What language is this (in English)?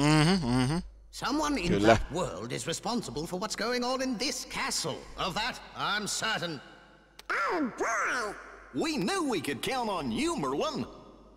Finnish